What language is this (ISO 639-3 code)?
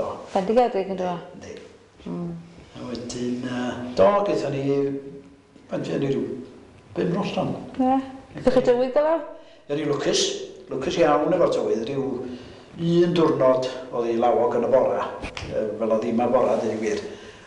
cym